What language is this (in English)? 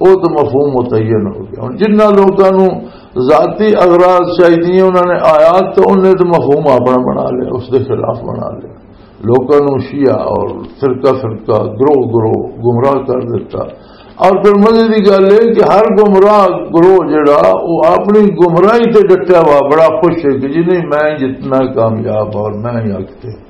Western Panjabi